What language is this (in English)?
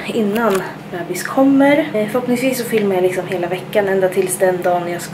Swedish